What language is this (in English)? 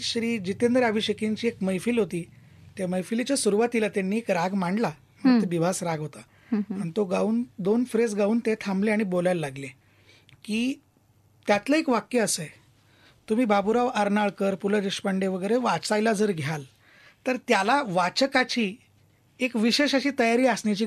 Marathi